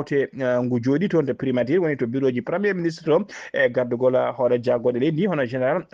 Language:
Fula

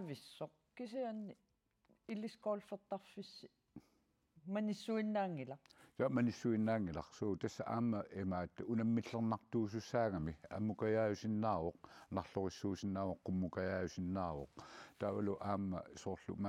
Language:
Kalaallisut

